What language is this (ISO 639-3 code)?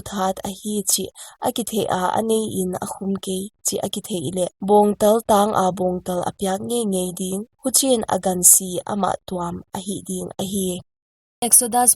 pck